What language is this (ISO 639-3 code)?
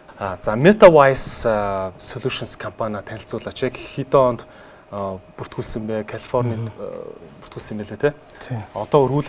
mon